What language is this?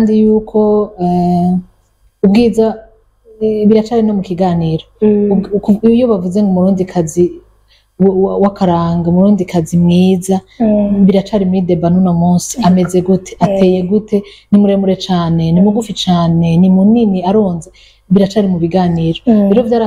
Rundi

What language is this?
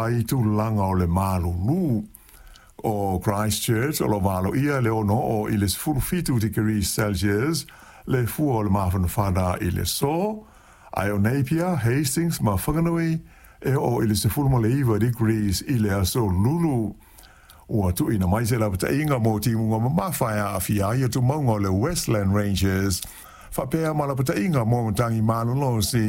Samoan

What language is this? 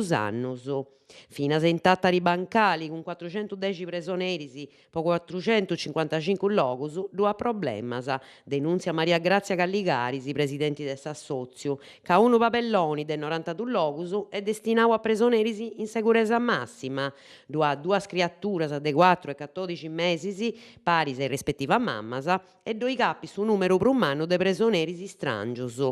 Sardinian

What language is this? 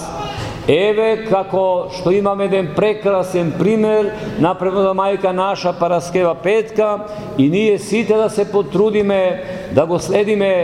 Macedonian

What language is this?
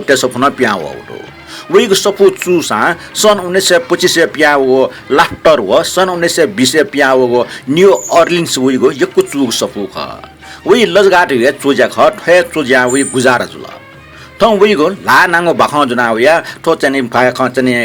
Newari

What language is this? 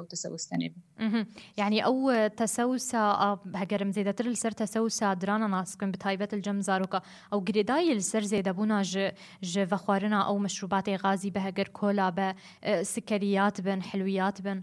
Kurdish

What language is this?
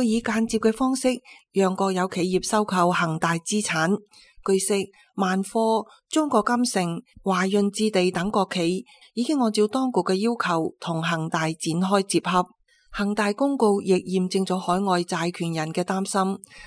Cantonese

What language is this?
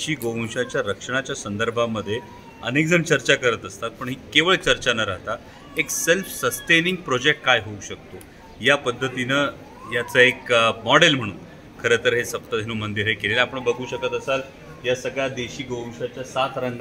Marathi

